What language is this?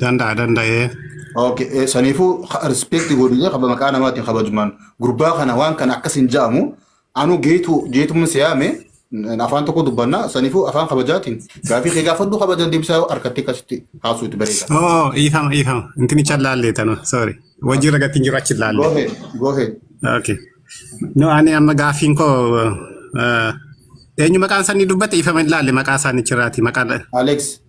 Oromo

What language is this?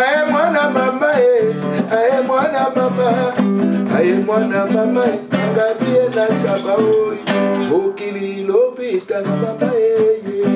Lingala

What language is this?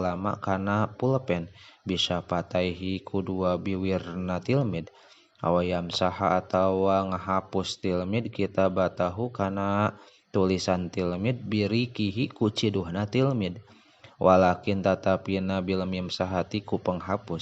Sundanese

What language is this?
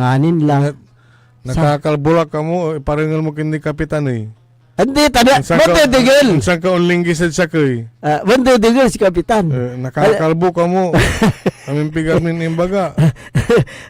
Pangasinan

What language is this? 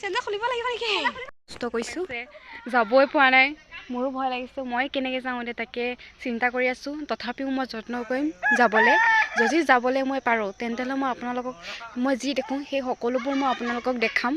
Assamese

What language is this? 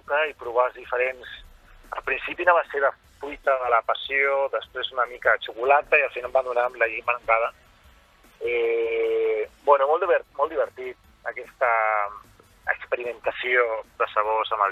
Catalan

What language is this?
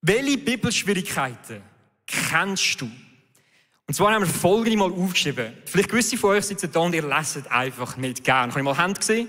Swiss German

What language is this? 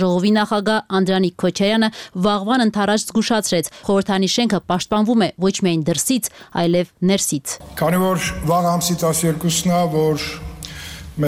Armenian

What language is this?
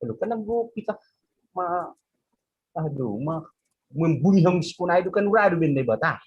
Batak Simalungun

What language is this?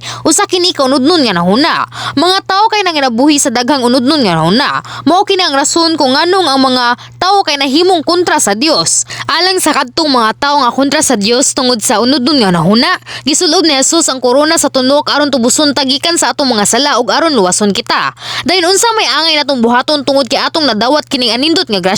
Cebuano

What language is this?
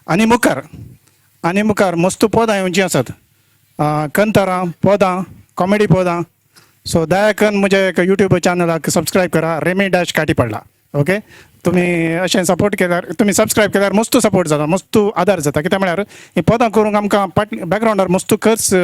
Konkani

